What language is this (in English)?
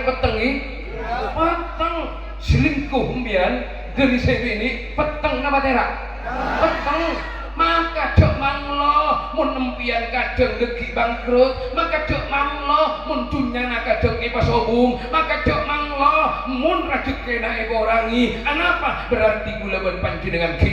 Madurese